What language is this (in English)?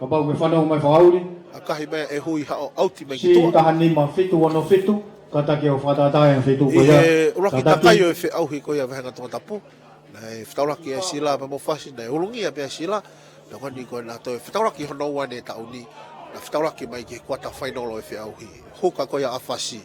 Tongan